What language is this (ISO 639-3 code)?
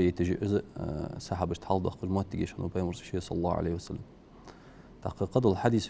inh